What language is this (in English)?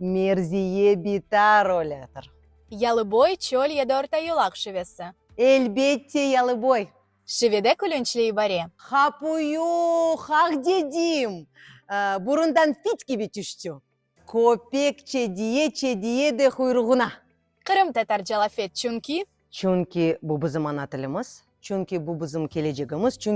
Crimean Tatar